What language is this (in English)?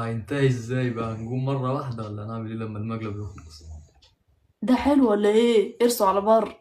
Egyptian Arabic